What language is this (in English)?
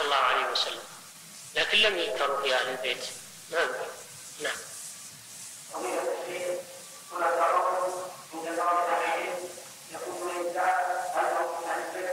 Arabic